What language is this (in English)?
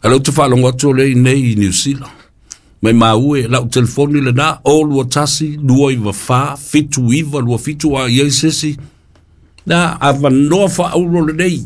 Samoan